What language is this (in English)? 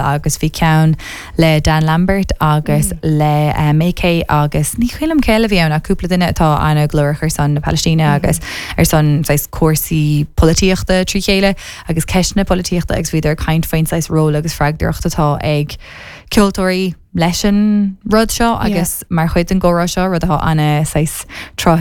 Irish